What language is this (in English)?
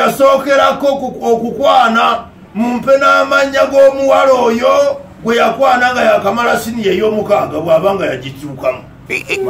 Ganda